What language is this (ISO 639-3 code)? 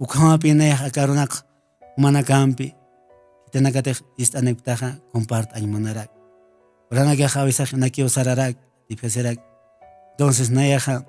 aym